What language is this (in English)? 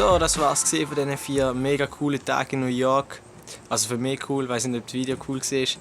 Swiss German